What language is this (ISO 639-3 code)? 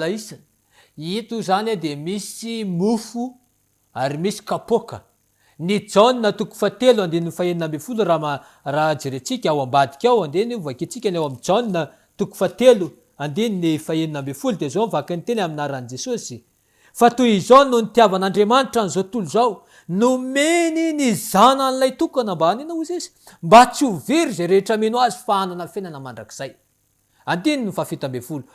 mlg